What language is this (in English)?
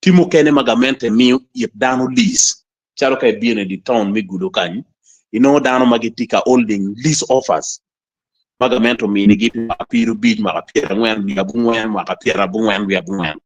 Acoli